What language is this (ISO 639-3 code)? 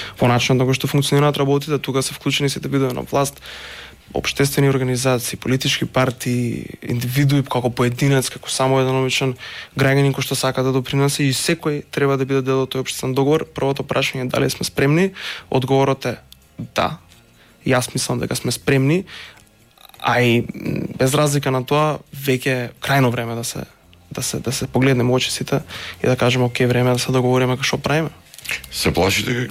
mkd